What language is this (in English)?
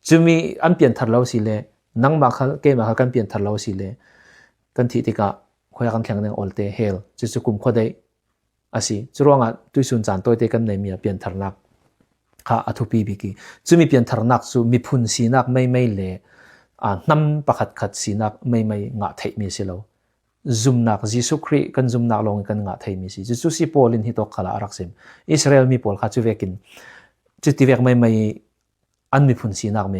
Falam Chin